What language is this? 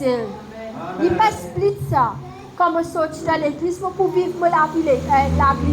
Morisyen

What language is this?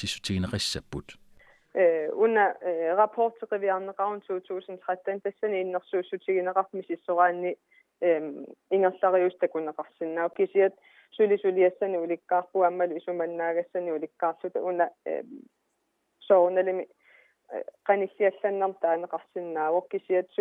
Kalaallisut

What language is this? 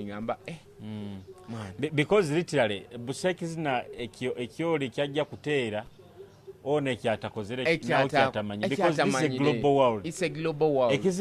Nyoro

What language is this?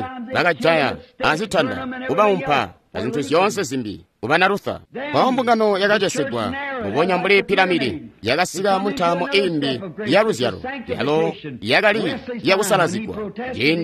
Tonga (Zambia)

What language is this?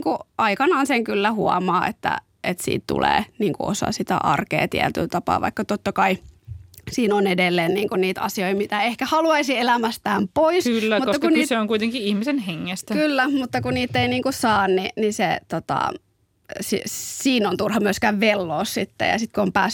Finnish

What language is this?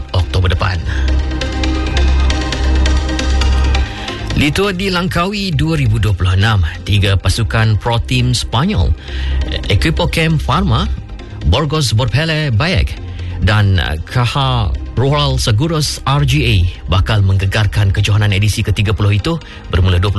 Malay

